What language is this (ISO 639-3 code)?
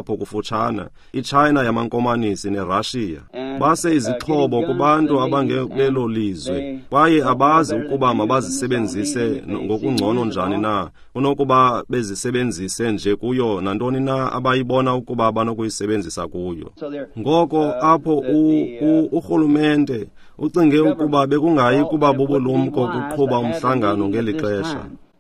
xho